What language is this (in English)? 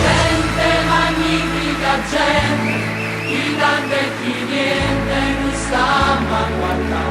Neapolitan